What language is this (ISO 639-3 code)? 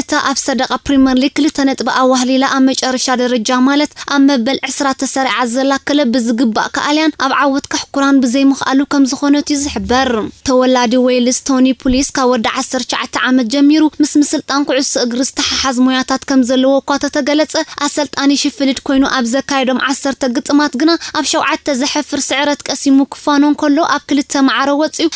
tir